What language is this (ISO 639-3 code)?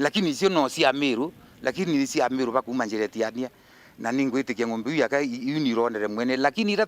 mer